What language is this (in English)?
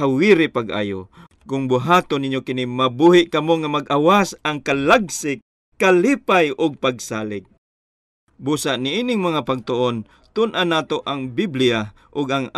Cebuano